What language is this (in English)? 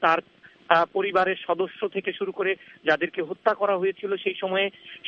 Bangla